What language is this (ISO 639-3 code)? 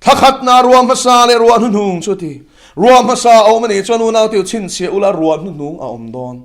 lus